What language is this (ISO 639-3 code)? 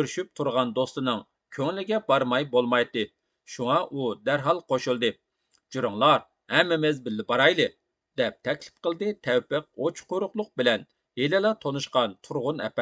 uig